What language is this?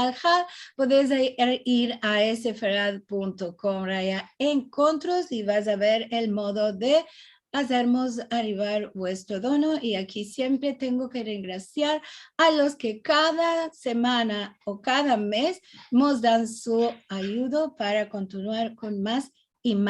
Ladino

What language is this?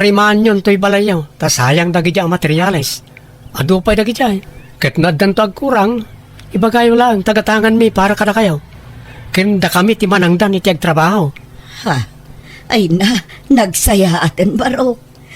Iloko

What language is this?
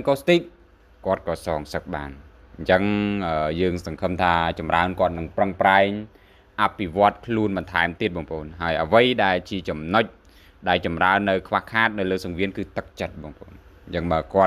Khmer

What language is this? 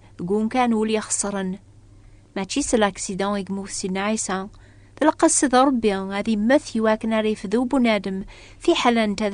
Kabyle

